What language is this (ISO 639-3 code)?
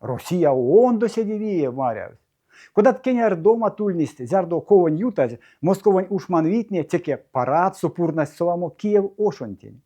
myv